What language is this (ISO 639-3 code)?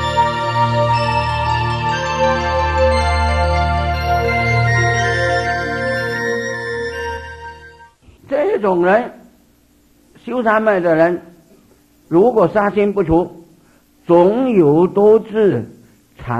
zho